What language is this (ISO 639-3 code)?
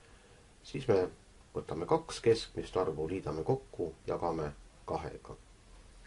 est